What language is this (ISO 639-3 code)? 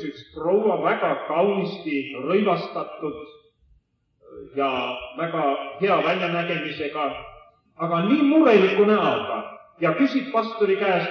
est